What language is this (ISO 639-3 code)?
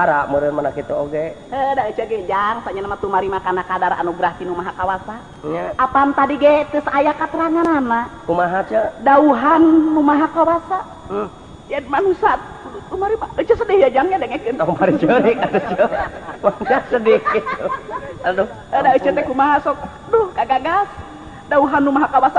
sun